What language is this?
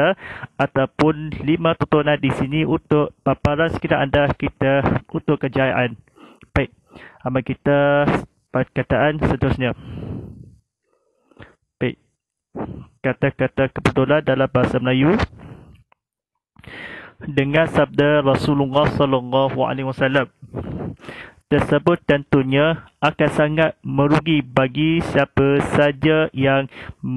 Malay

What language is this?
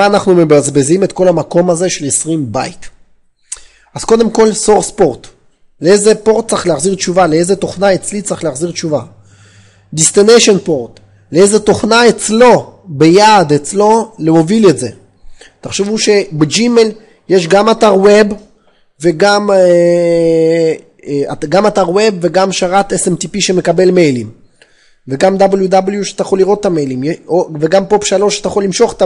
Hebrew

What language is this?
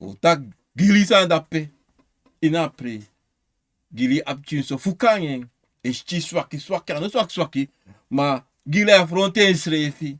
Sranan Tongo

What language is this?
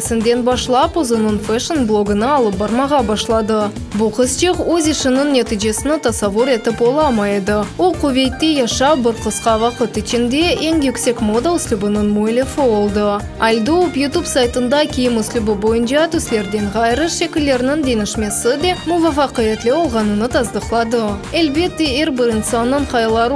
Crimean Tatar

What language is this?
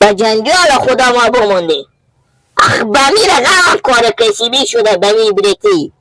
Persian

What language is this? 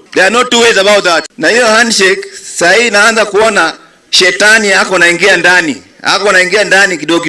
Kikuyu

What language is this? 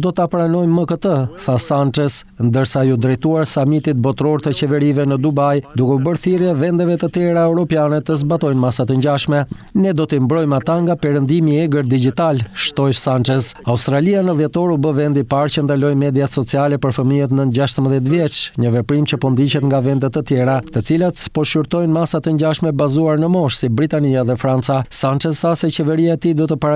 Albanian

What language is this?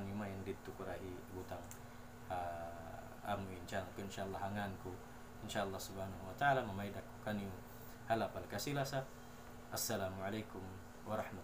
Tausug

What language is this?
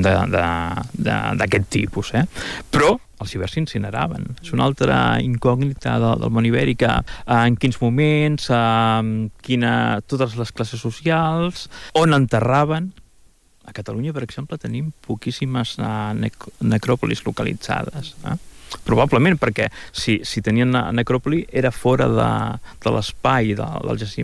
Catalan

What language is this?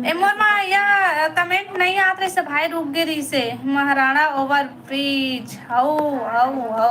Chhattisgarhi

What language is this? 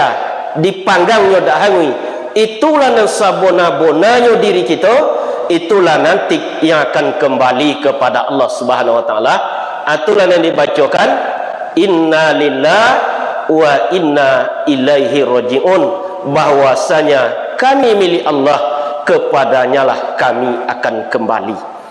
Minangkabau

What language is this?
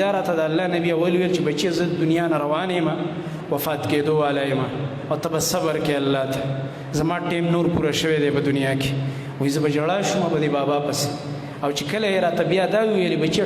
Pashto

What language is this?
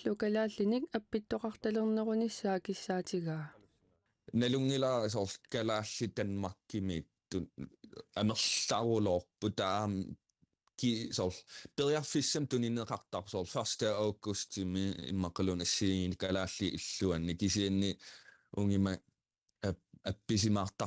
Kalaallisut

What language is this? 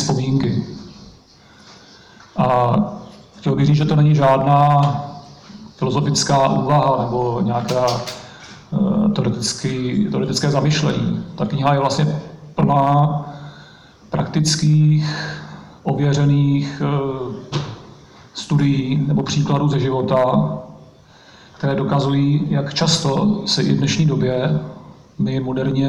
Czech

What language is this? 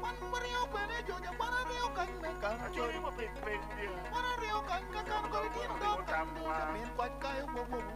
Acoli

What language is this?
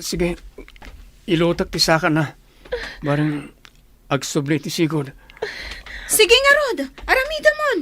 Iloko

